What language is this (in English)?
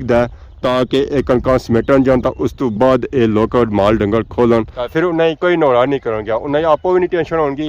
Pahari-Potwari